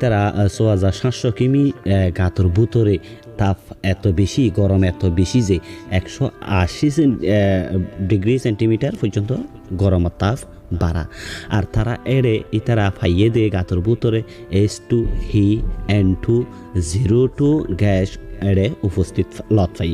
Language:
Rohingya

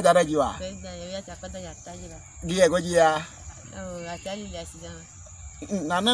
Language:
Ewe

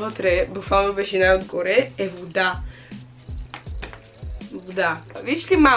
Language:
Bulgarian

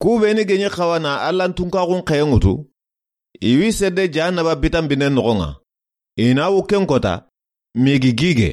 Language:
Soninke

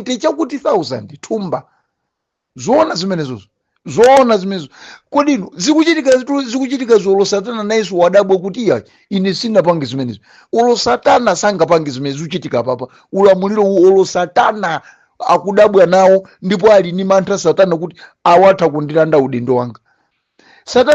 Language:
Nyanja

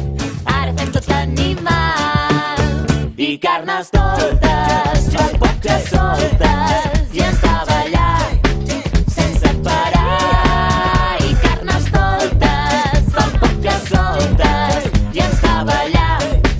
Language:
Catalan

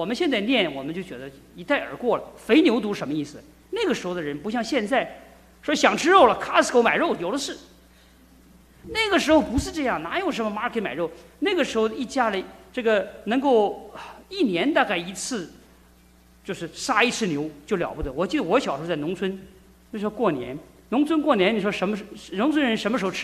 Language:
Chinese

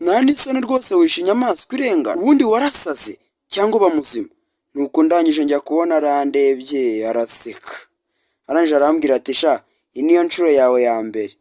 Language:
Kinyarwanda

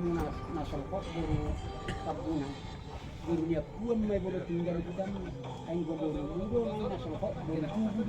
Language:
Batak Toba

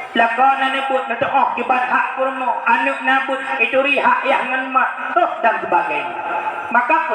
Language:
Achinese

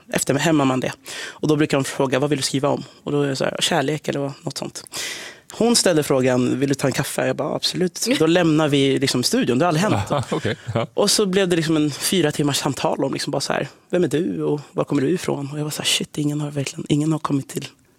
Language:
Swedish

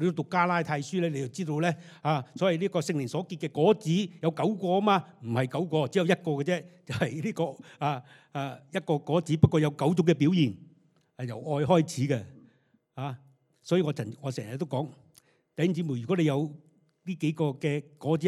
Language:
Cantonese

